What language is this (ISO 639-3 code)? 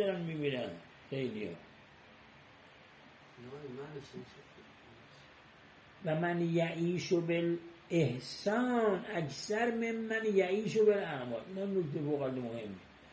fas